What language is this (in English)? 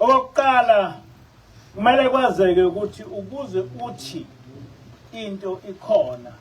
Zulu